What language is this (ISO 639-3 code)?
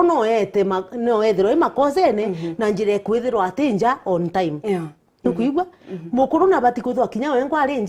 mer